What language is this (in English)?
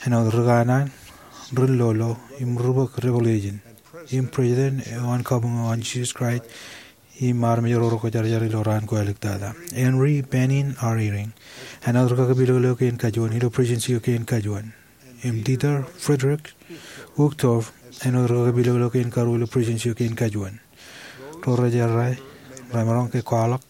Marshallese